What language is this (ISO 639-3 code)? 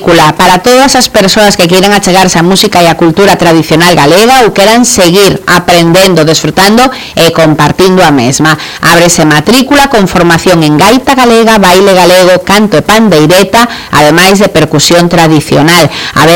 glg